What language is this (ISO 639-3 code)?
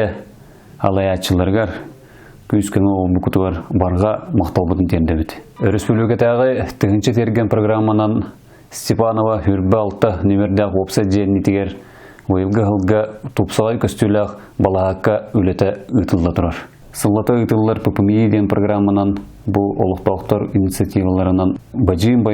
sah